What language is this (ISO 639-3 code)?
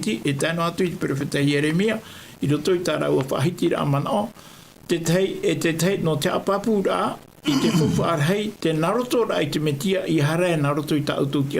tah